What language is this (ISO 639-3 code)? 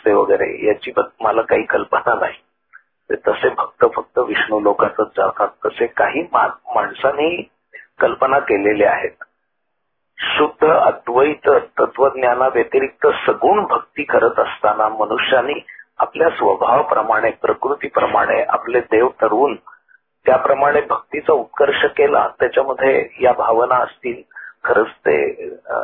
mar